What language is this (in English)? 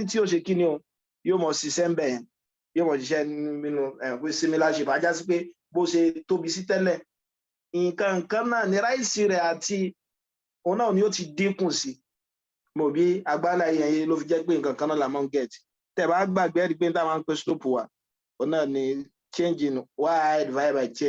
Yoruba